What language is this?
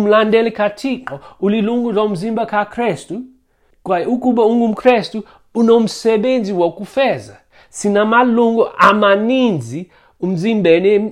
Xhosa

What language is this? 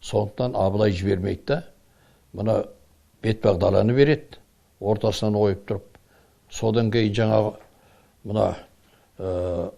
Kazakh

